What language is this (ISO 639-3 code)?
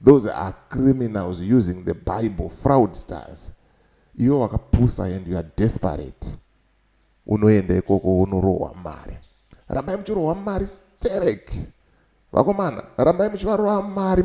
sna